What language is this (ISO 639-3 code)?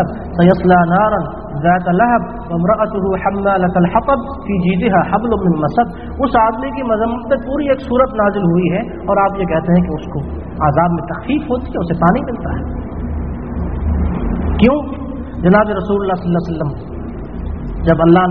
urd